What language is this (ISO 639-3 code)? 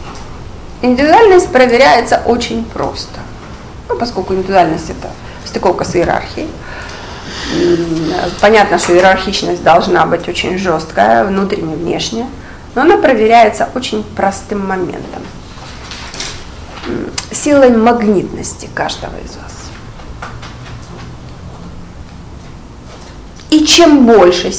rus